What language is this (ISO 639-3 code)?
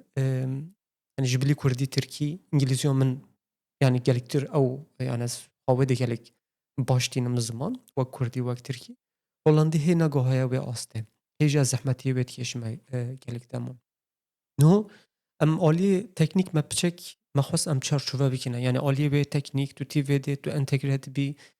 kur